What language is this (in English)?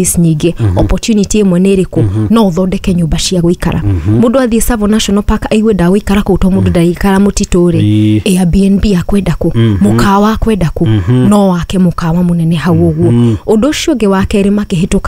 Kikuyu